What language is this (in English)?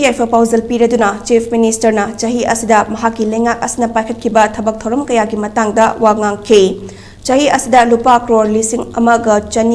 Manipuri